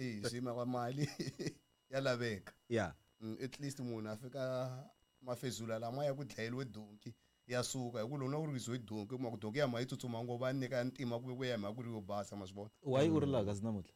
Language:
Tsonga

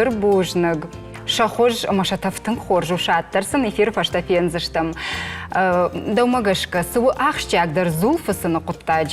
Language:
Ossetic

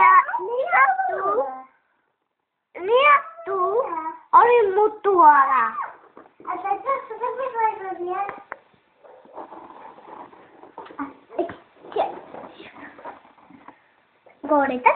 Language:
Basque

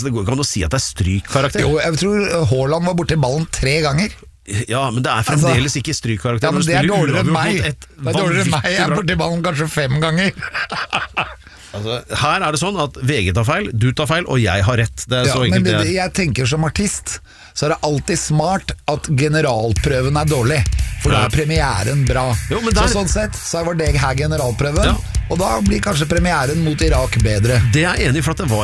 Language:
Norwegian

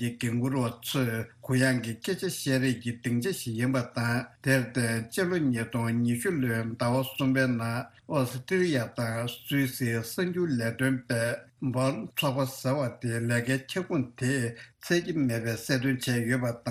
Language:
Tibetan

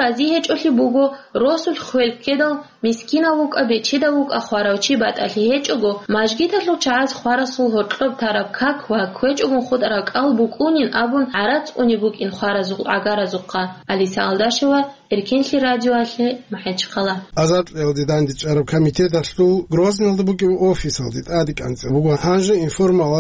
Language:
Avaric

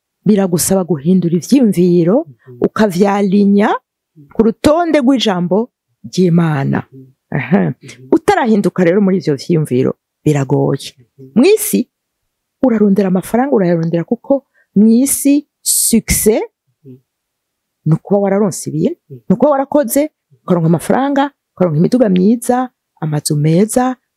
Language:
Rundi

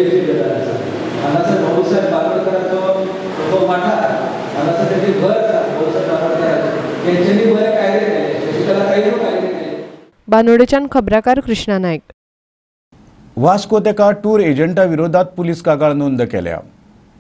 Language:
Konkani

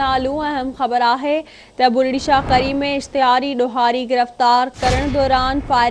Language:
Sindhi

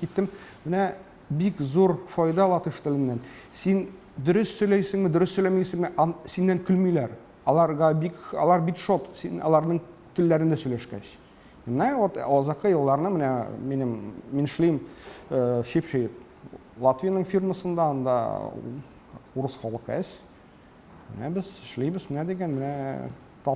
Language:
Tatar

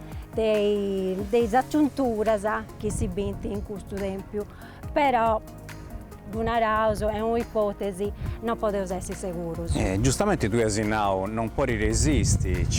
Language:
Sardinian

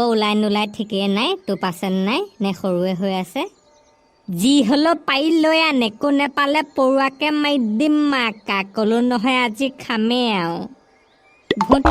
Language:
Assamese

